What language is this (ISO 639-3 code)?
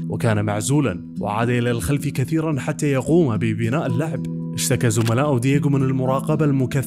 ara